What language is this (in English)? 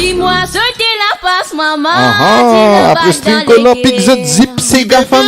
Morisyen